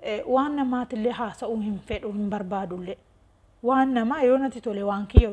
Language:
Oromo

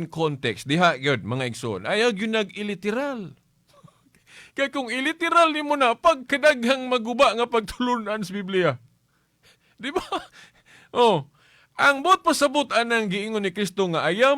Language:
Cebuano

